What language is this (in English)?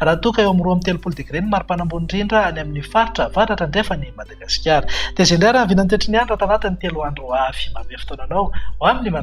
Malagasy